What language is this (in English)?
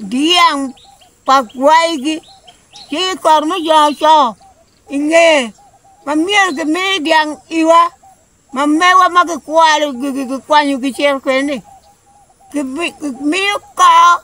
Acoli